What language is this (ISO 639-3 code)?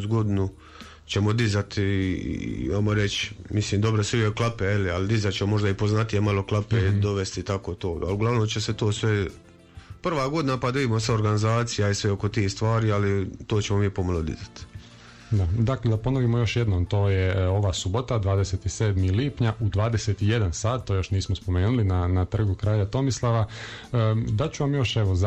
hrv